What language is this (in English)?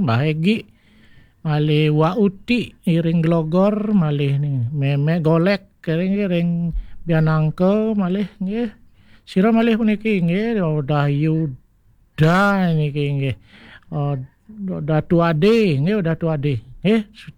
Balinese